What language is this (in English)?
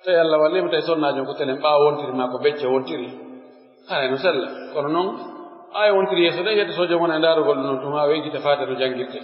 Pular